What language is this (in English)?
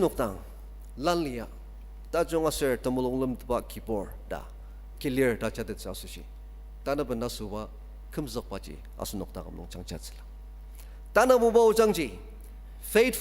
Ao Naga